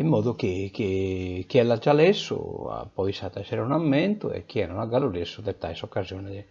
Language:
Sardinian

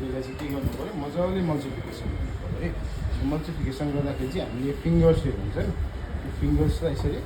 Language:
Nepali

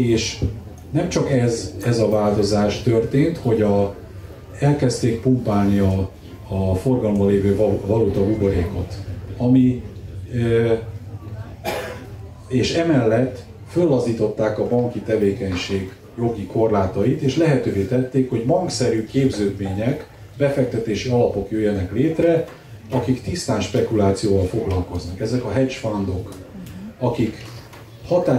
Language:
Hungarian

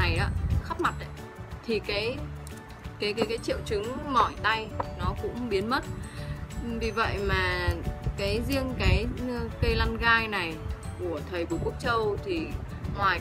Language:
Vietnamese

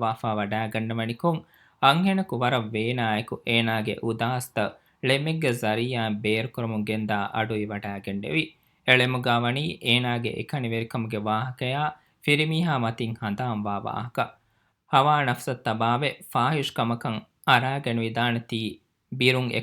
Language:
Divehi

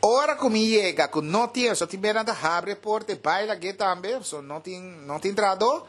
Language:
Papiamento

